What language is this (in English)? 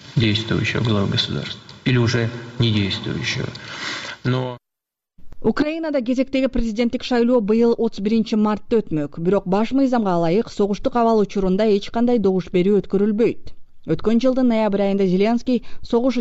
Kyrgyz